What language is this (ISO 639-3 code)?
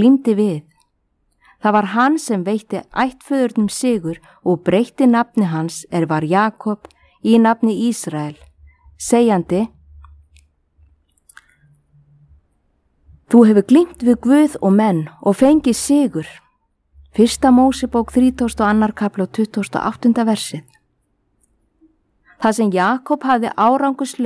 isl